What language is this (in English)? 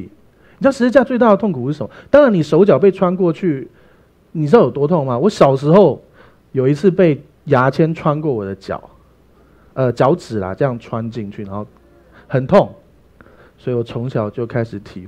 Chinese